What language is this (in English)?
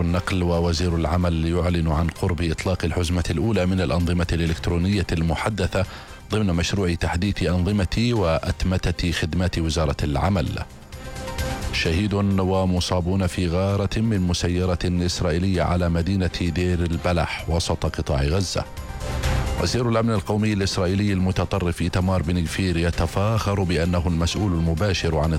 Arabic